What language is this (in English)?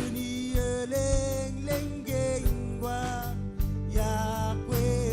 Marshallese